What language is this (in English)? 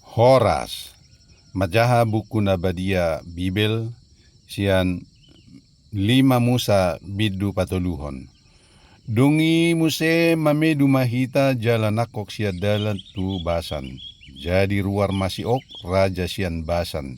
Batak Toba